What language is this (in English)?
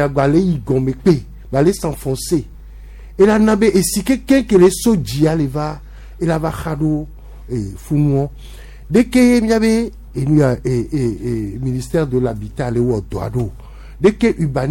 Gen